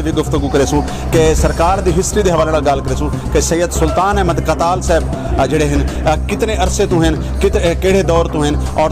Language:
Saraiki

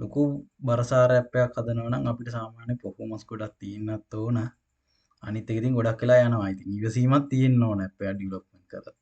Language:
Sinhala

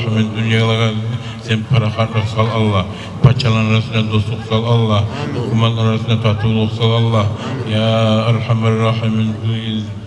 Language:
Kumyk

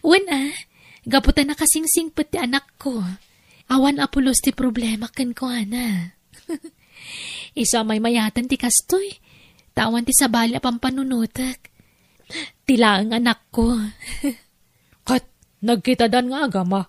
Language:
Iloko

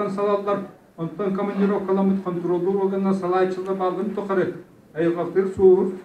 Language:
Yakut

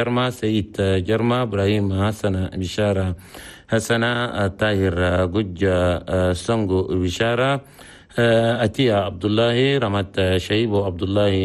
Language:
Chadian Arabic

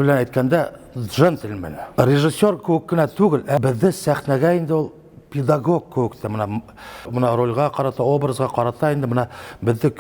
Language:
Bashkir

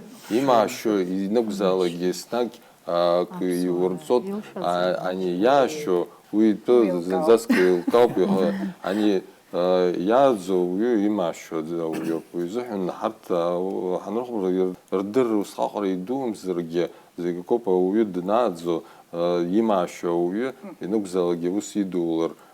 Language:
Abkhazian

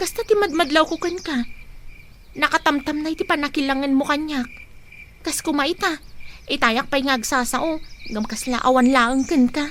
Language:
Iloko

